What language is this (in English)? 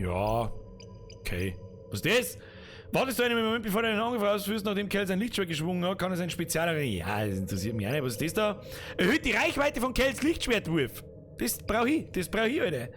Bavarian